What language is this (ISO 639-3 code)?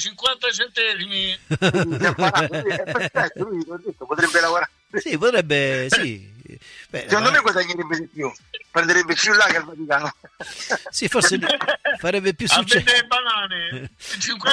ita